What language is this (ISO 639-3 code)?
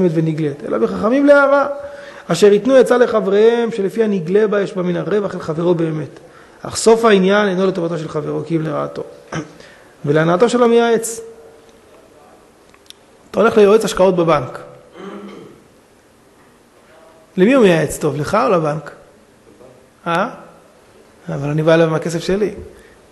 heb